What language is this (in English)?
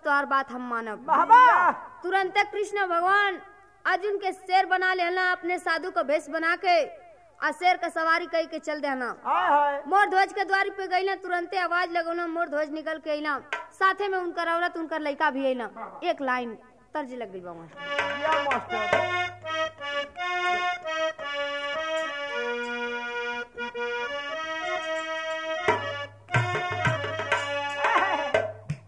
Bhojpuri